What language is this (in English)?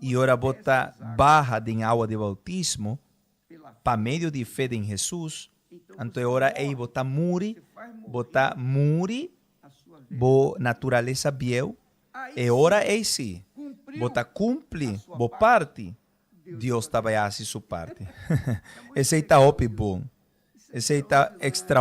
Papiamento